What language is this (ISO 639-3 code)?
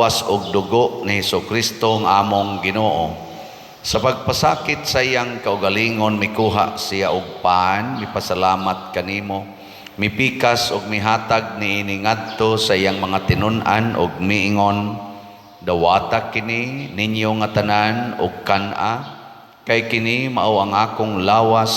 ceb